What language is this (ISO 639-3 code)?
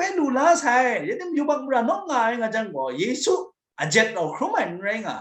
kac